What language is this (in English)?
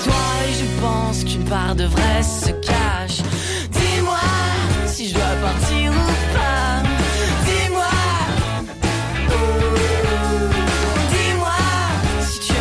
French